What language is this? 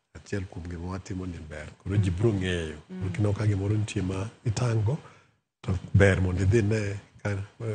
Luo (Kenya and Tanzania)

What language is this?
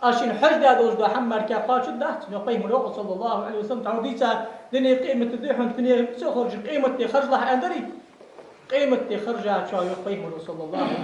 Ingush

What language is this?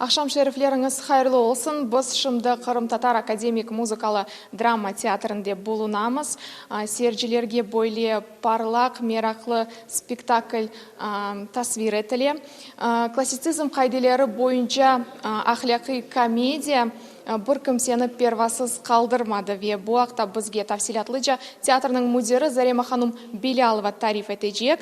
Crimean Tatar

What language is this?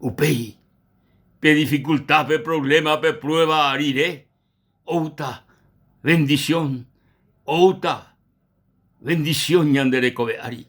Guarani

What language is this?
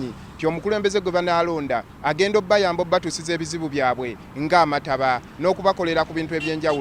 Ganda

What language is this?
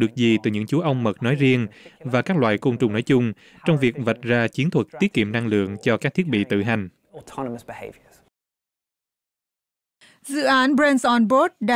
Vietnamese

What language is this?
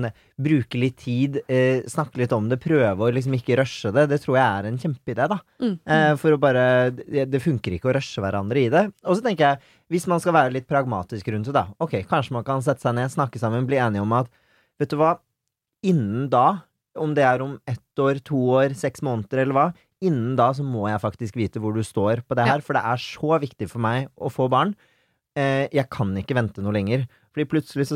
Norwegian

